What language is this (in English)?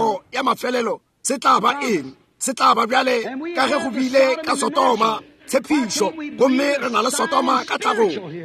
Northern Sotho